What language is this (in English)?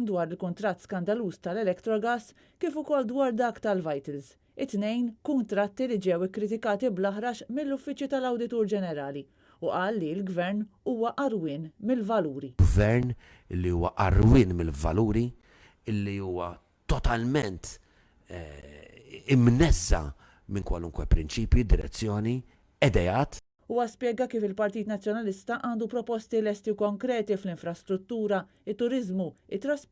Maltese